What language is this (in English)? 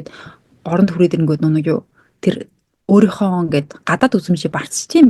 Mongolian